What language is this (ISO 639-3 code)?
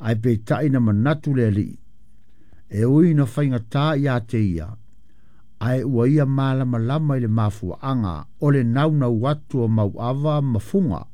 smo